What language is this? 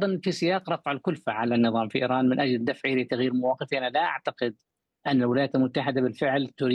Arabic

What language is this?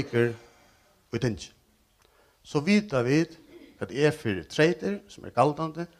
Faroese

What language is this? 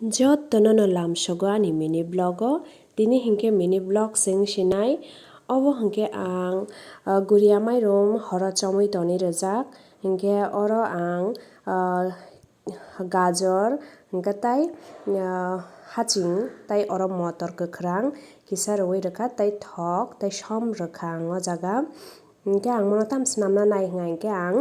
Kok Borok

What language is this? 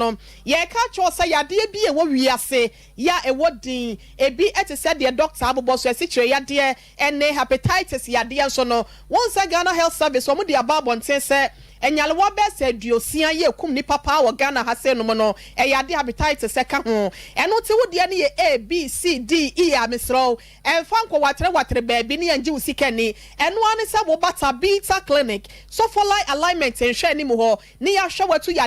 Akan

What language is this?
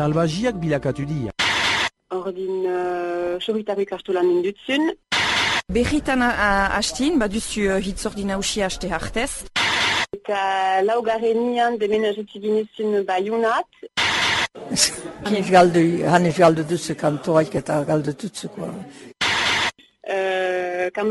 Basque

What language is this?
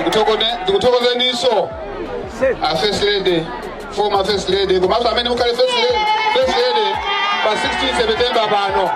Nyanja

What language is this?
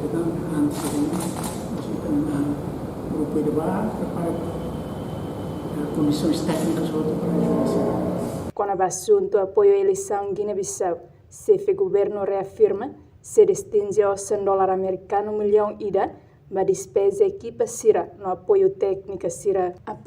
Tetum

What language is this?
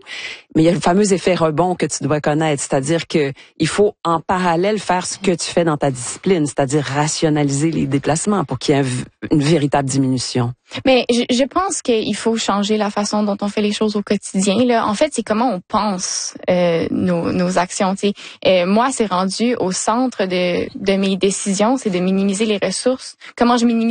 French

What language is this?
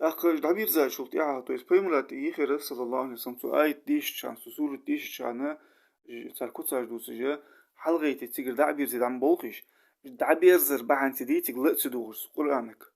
Ingush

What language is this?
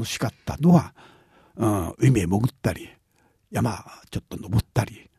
Japanese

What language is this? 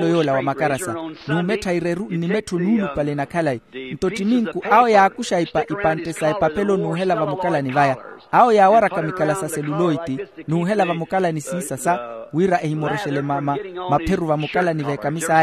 Makhuwa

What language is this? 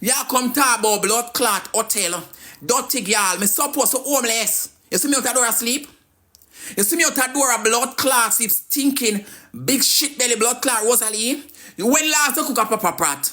Jamaican Creole English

